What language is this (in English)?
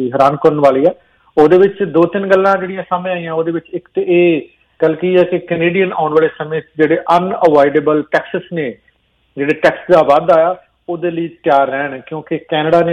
Punjabi